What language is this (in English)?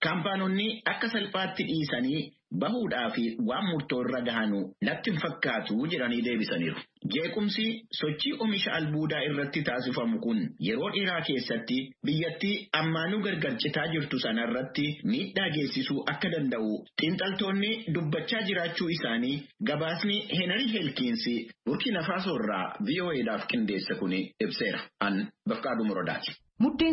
Oromo